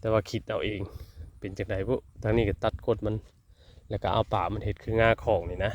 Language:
Lao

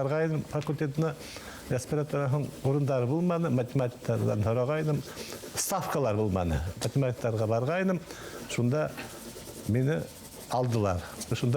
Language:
Bashkir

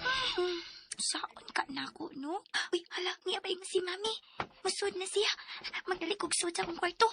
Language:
Cebuano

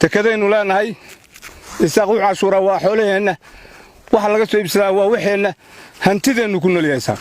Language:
Somali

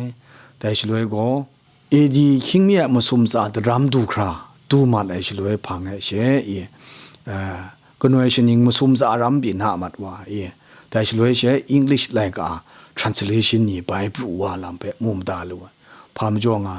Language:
Kachin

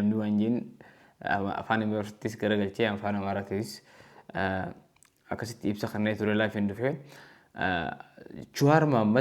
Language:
Oromo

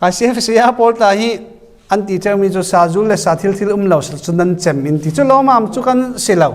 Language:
Falam Chin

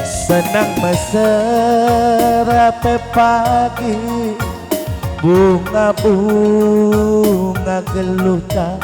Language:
Batak Karo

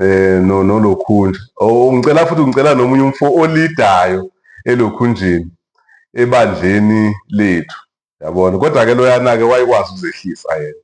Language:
Zulu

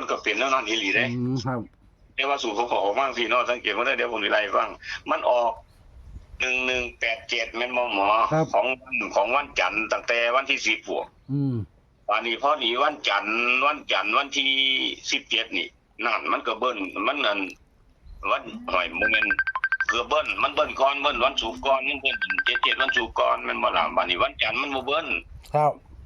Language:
Northeastern Thai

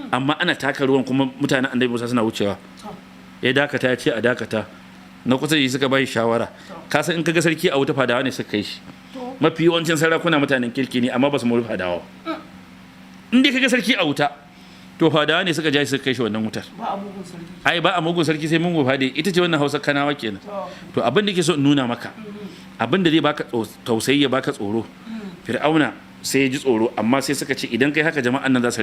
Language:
Hausa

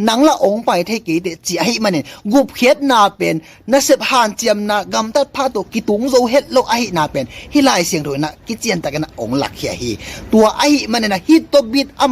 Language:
Tedim Chin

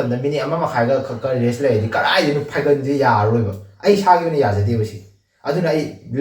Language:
Manipuri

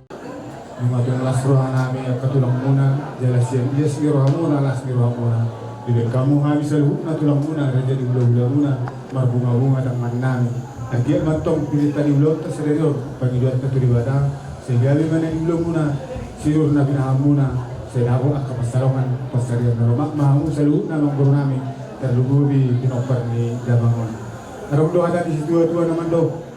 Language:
Batak Toba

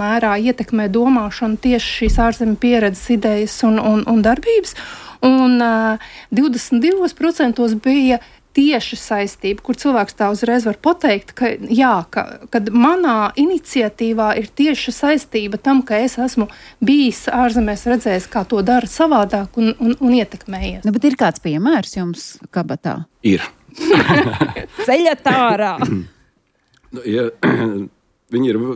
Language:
Latvian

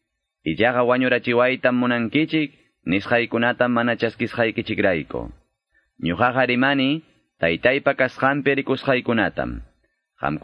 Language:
Quechua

